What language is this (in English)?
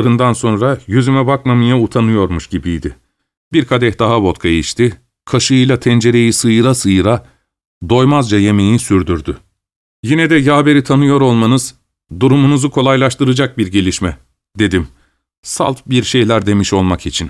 Turkish